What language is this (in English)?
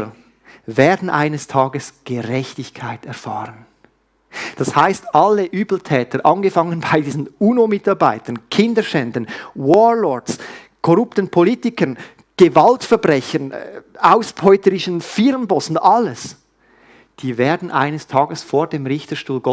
Swiss German